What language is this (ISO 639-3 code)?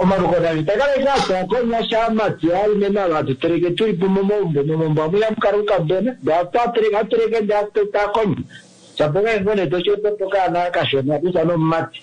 kua